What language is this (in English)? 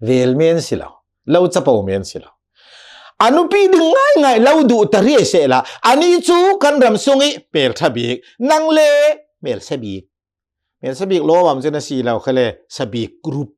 Hakha Chin